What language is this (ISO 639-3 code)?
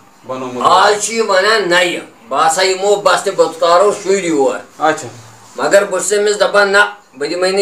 kas